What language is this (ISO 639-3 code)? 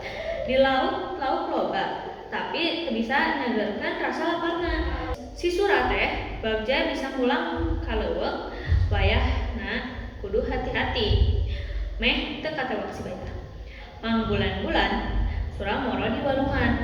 sun